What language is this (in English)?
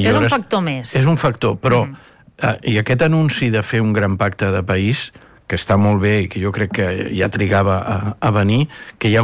Catalan